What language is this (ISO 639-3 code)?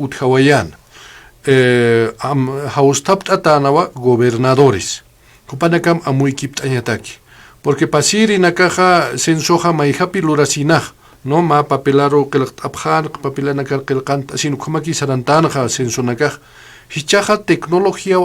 aym